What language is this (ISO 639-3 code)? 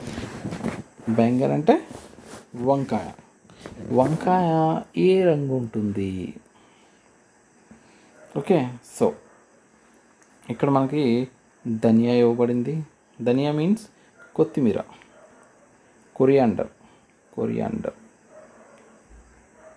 tel